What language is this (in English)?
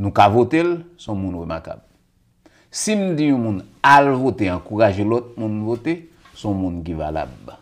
Haitian Creole